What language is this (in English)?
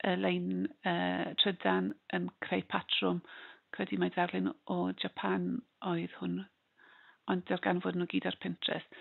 Welsh